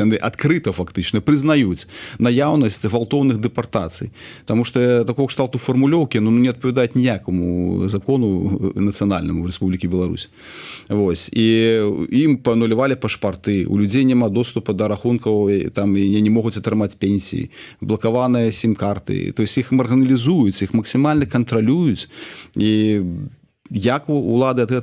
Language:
Belarusian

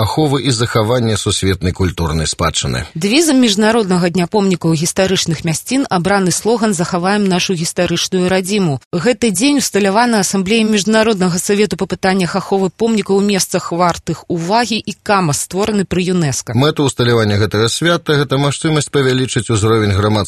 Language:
Belarusian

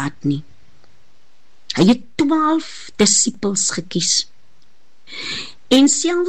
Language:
Afrikaans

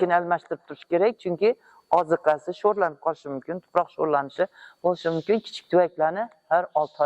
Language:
Uzbek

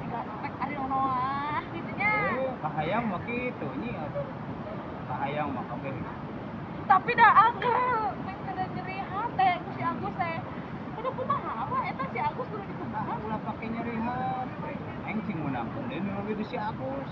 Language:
Sundanese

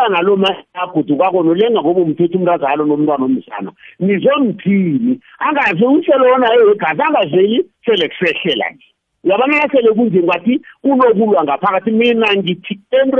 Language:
South Ndebele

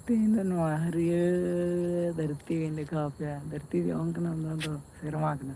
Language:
Santali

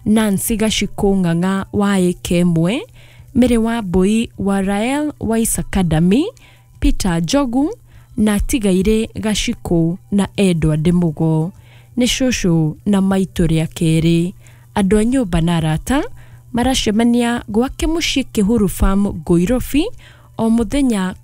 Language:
Kikuyu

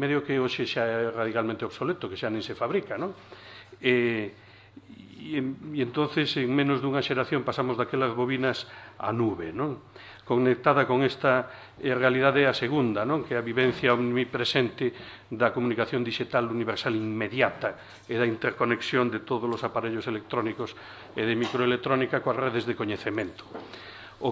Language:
Galician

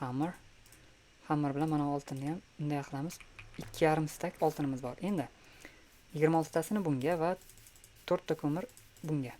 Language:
Uzbek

